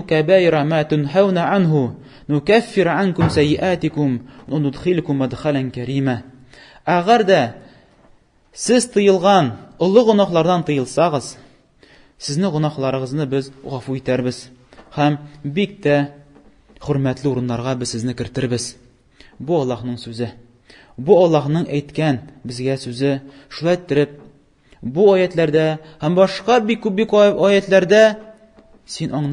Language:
Tatar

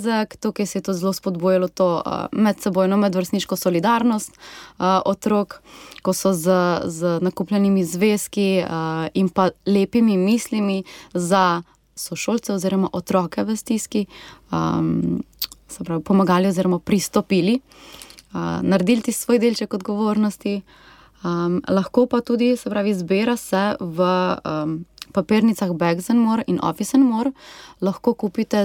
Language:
Slovenian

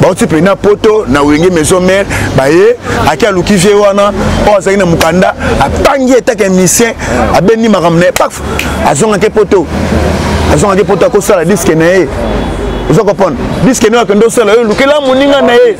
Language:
Lingala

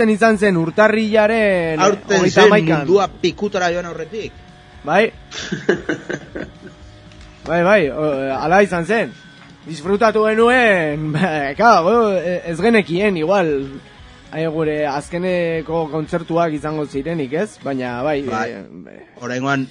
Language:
Basque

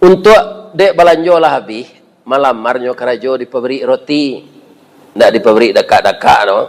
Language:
Minangkabau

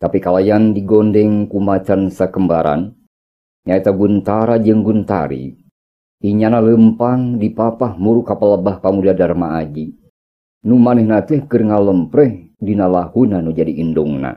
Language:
Sundanese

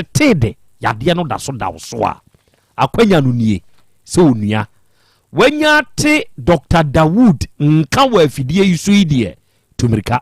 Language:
Akan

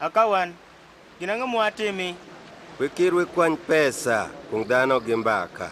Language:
Adhola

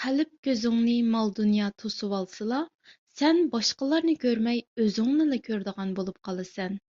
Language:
Uyghur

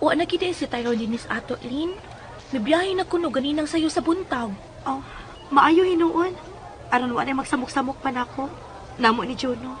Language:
Cebuano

